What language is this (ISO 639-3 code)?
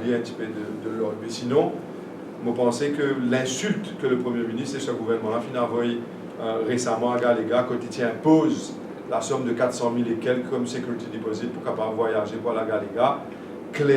mfe